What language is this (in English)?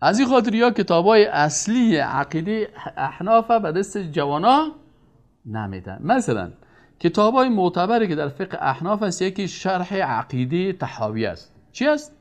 Persian